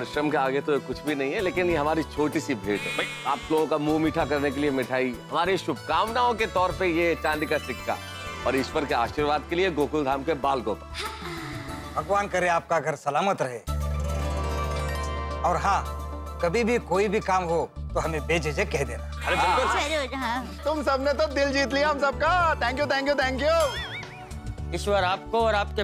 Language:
Hindi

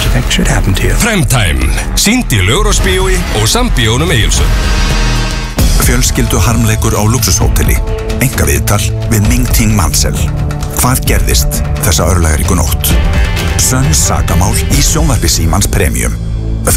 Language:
Icelandic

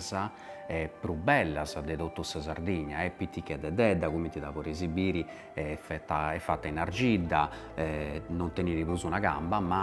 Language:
Sardinian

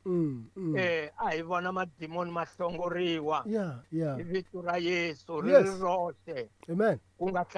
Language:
Tsonga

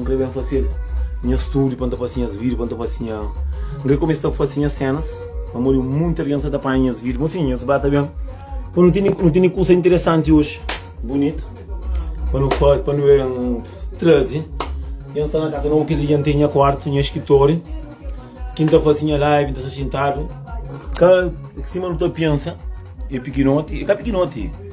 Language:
Kabuverdianu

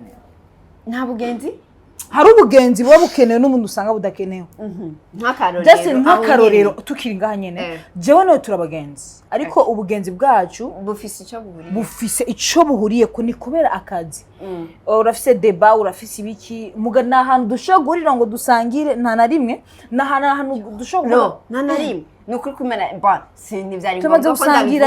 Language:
Rundi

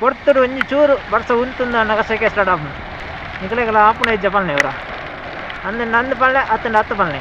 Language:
Tulu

